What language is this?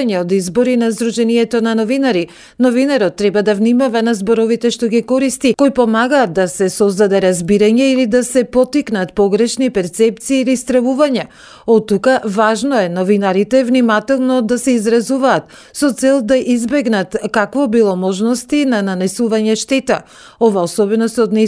Macedonian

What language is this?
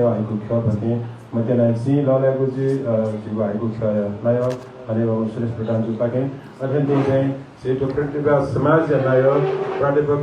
Newari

